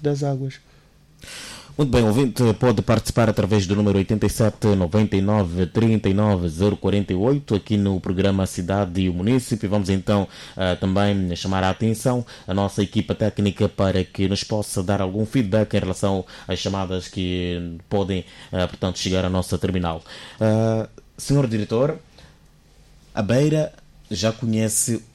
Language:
Portuguese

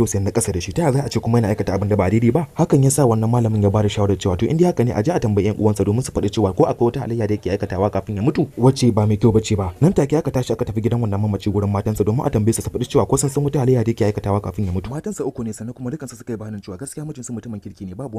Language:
Hausa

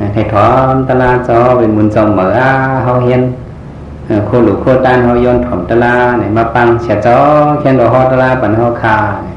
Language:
Shan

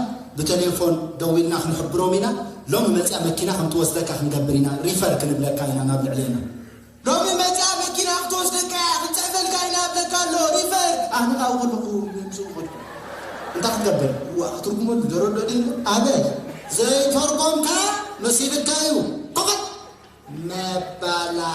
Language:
Tigrinya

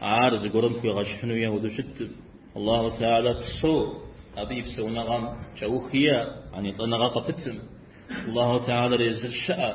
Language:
Kabardian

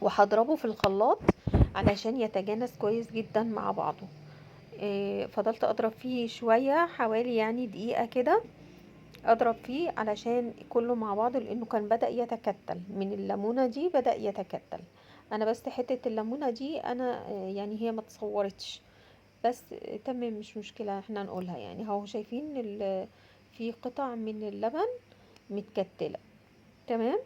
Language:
Egyptian Arabic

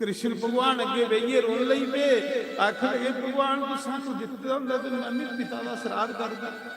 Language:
Dogri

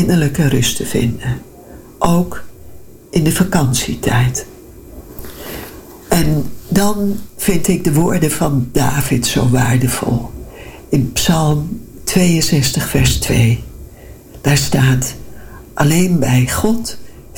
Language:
Dutch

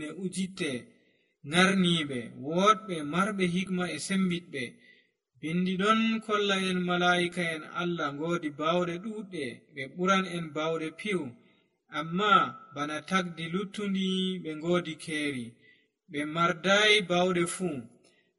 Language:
Nigerian Fulfulde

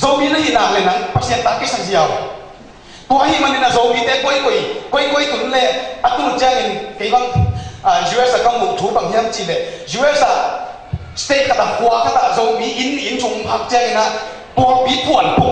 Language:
Tedim Chin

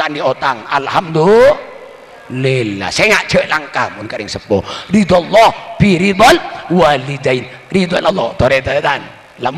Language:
Madurese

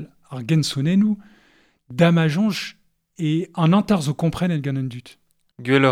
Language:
Breton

